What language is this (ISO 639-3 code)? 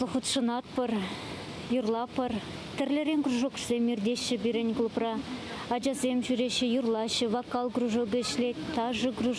chv